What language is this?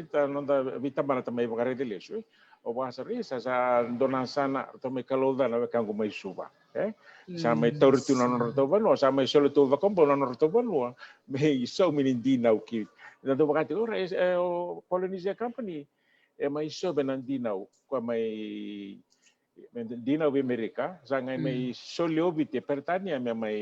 Fijian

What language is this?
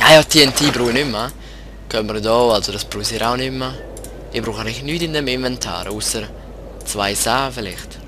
Swiss German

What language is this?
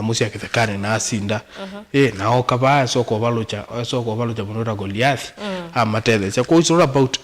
Kamba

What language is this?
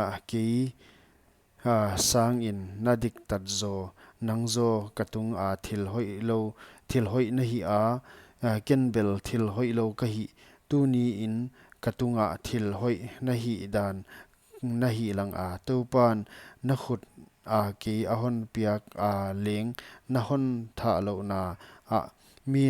Paite Chin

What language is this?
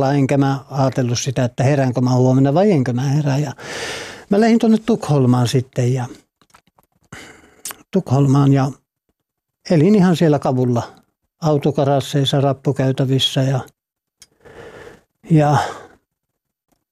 Finnish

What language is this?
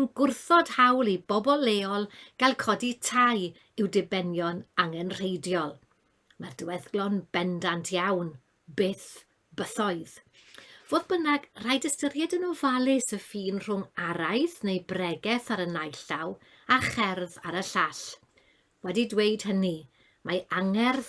Welsh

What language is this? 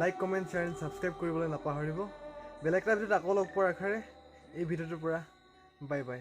Assamese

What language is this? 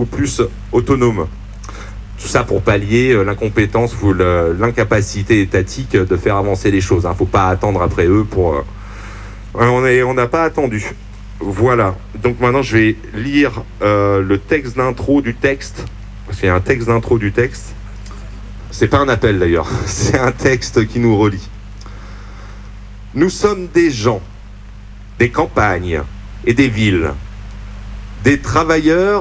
French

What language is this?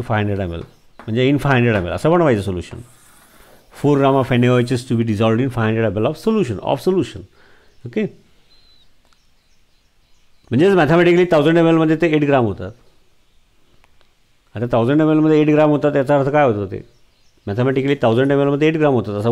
Marathi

